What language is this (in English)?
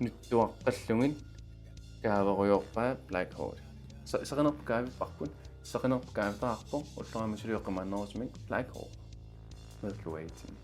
Kalaallisut